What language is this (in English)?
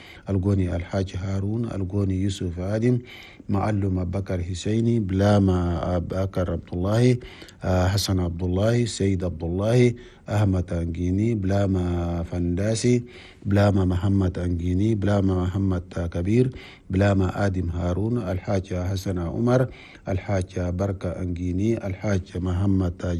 Chadian Arabic